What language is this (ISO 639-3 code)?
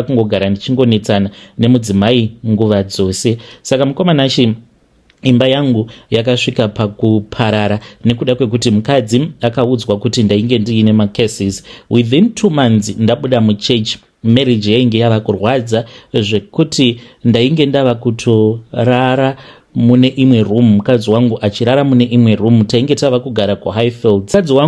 sna